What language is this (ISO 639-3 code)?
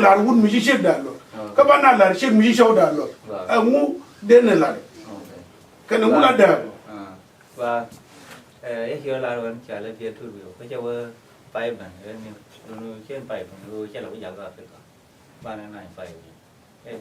nus